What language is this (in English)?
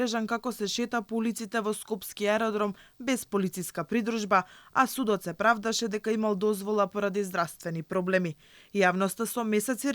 Macedonian